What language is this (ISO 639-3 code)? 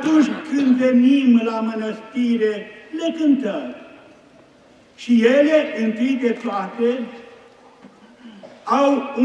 ron